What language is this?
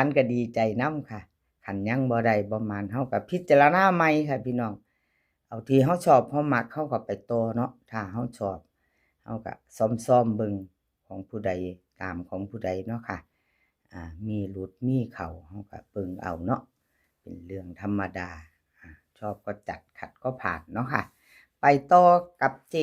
Northeastern Thai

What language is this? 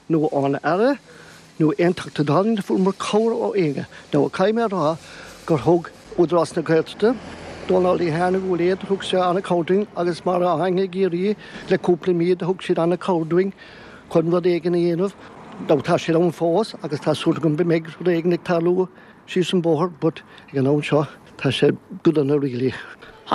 Irish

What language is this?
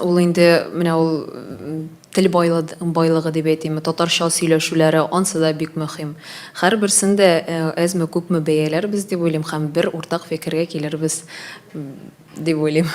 Tatar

